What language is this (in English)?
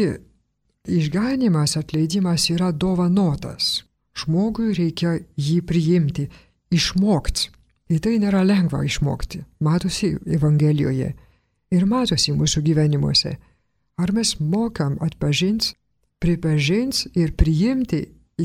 Lithuanian